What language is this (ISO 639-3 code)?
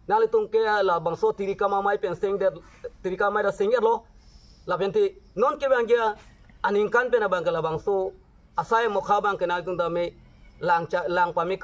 mjw